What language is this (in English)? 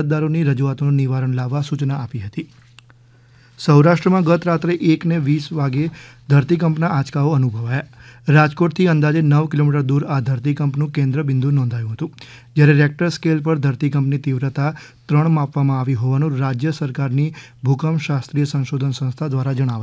Gujarati